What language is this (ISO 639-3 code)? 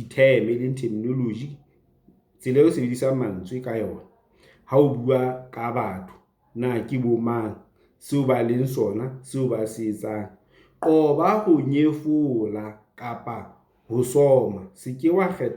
sot